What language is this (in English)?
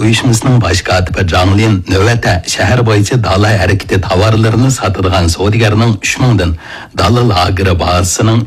Uyghur